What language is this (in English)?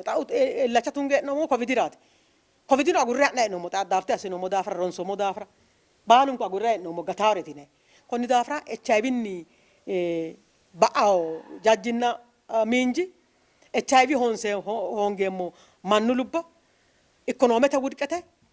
Sidamo